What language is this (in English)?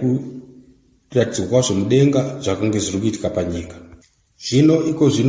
Shona